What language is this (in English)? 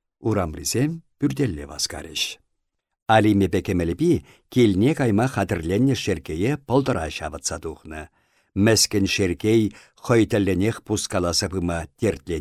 Chuvash